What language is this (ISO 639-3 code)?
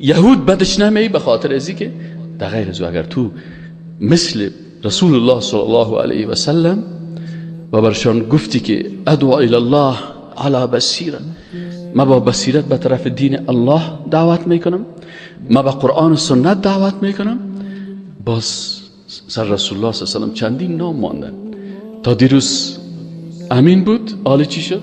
fas